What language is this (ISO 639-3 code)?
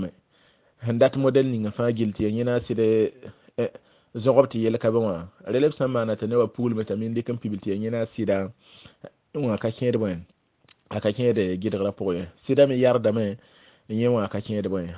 mos